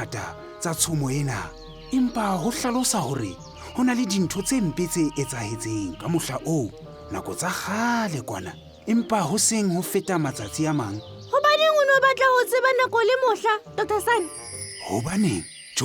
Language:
Southern Sotho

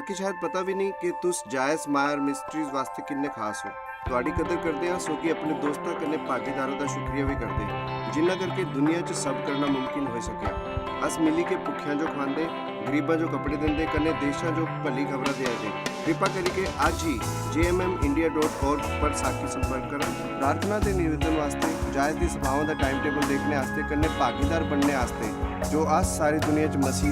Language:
Dogri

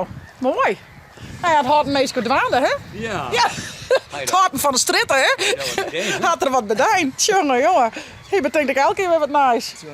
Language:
Western Frisian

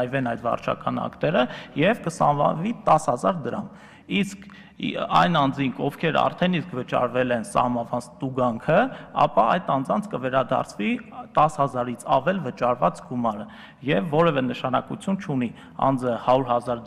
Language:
Armenian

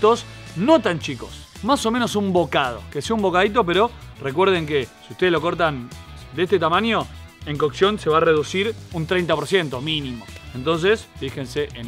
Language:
Spanish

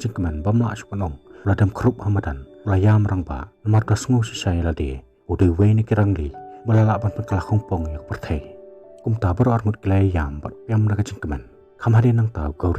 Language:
Khasi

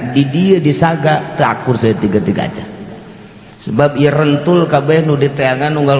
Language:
Sundanese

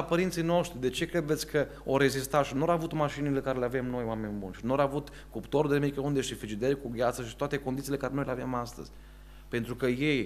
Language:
Romanian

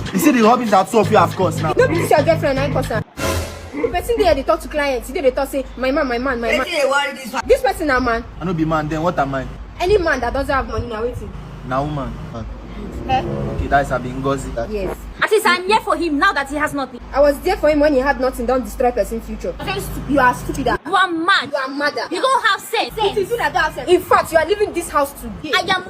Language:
Nigerian Pidgin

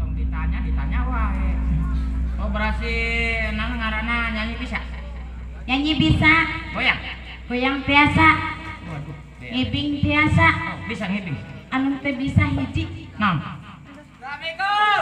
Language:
Sundanese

